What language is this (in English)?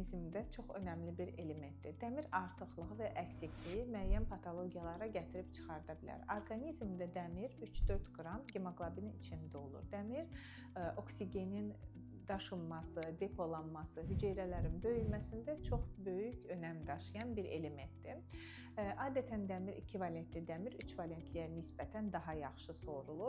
Azerbaijani